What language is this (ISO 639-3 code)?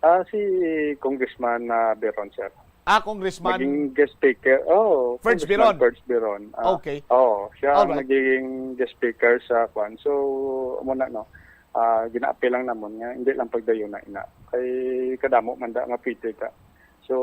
hil